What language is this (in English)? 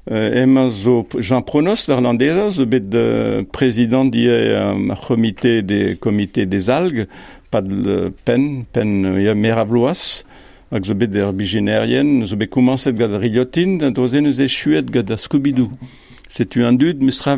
Breton